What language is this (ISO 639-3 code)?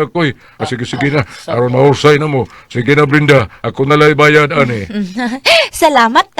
ceb